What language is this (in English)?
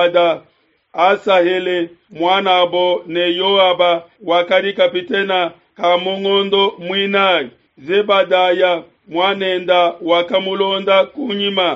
Luba-Lulua